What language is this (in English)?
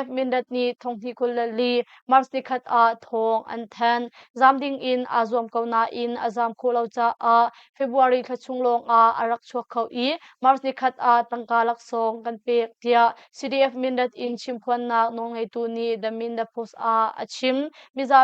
Hakha Chin